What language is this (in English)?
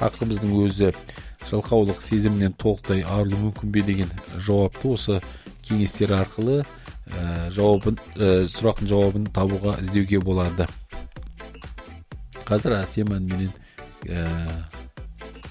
Kazakh